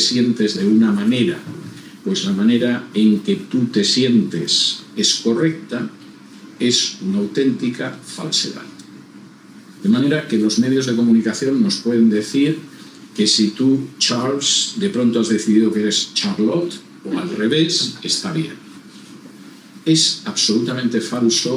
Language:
Spanish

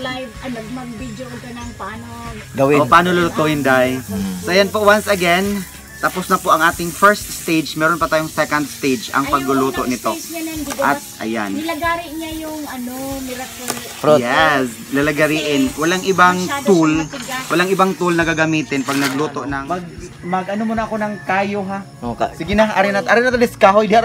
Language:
Filipino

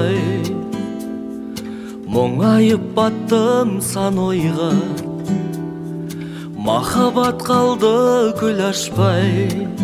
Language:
Kazakh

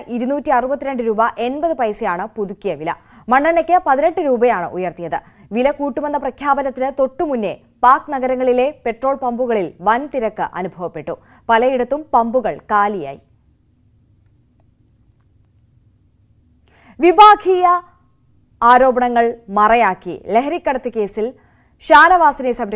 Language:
Malayalam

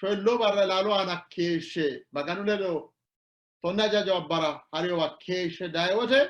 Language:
Sidamo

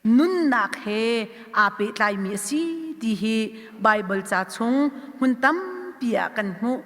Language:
Hakha Chin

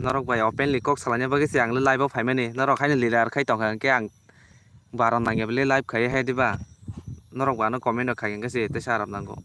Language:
Kok Borok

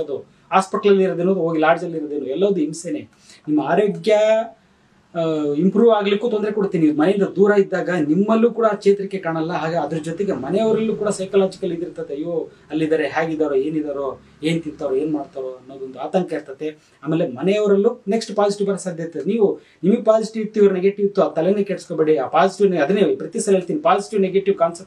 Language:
Kannada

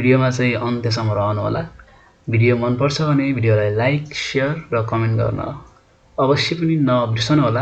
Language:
Nepali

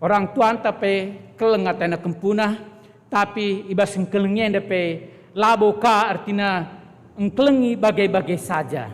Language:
Batak Karo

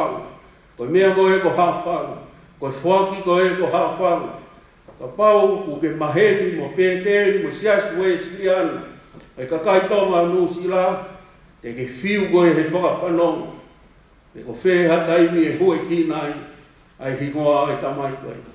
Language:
Tongan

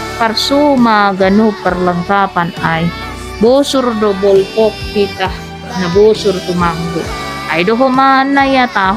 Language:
Batak Simalungun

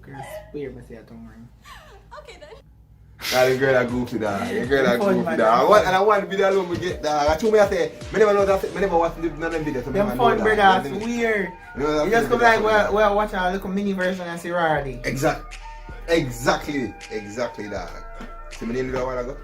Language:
Jamaican Creole English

